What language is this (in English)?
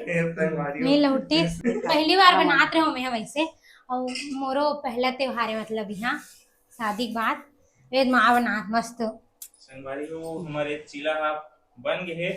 Chhattisgarhi